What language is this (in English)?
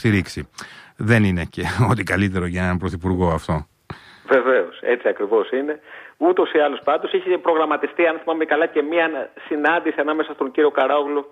Greek